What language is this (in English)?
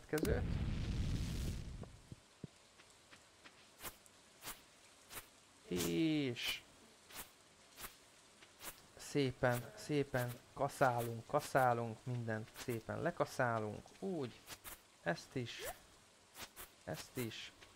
Hungarian